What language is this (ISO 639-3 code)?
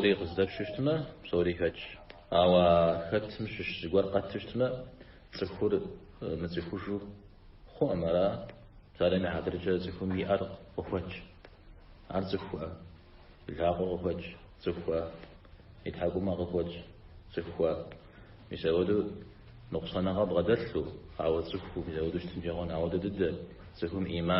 kbd